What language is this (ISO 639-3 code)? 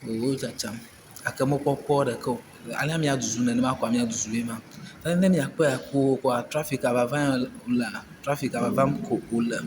ewe